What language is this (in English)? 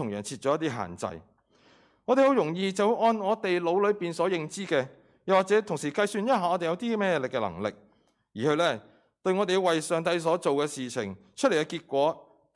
Cantonese